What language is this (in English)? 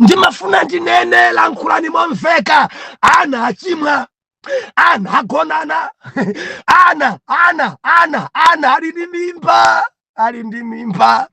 Nyanja